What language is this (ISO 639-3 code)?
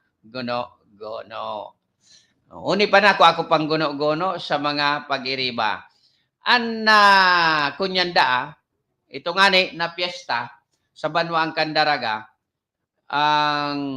bik